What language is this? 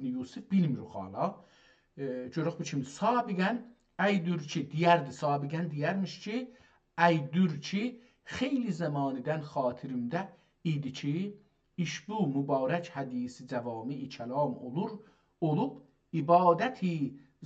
South Azerbaijani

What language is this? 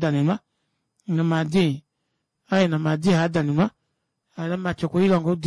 Kuanyama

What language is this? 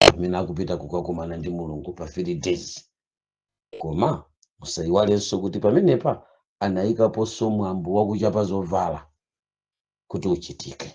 Nyanja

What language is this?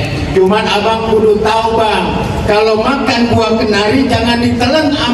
Betawi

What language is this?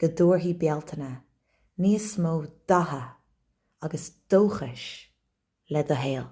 Irish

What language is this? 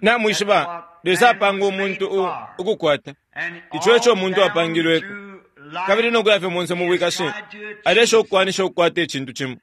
Bemba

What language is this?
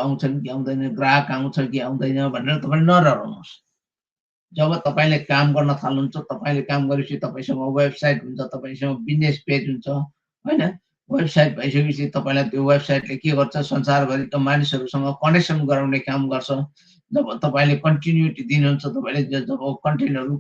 Nepali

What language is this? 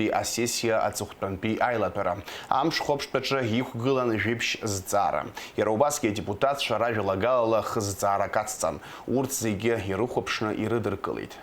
Abkhazian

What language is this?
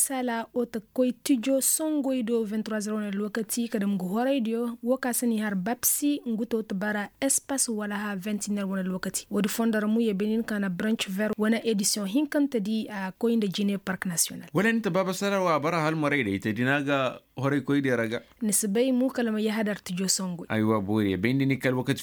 Koyraboro Senni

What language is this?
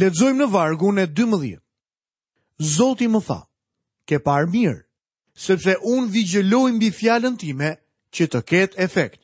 Albanian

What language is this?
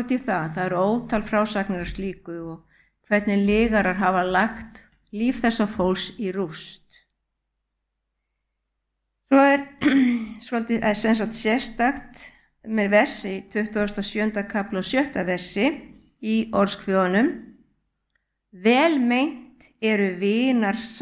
Icelandic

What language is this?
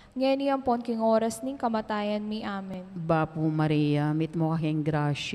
Pampanga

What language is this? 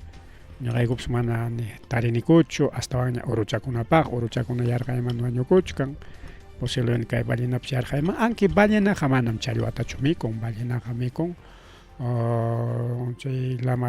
Ayacucho Quechua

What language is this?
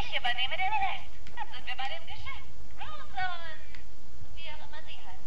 Swiss German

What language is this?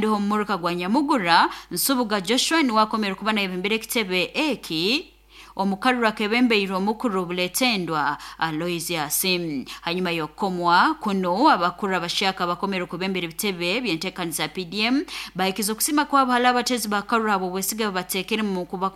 Nyoro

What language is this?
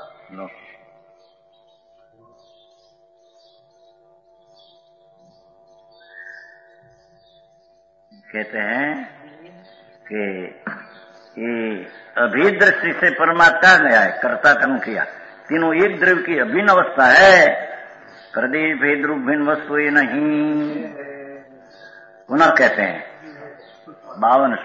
Hindi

